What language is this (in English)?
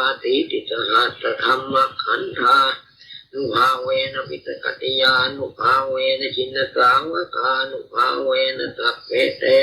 Pali